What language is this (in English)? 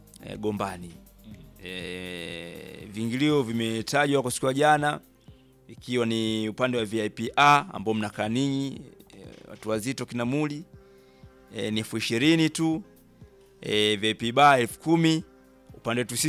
Swahili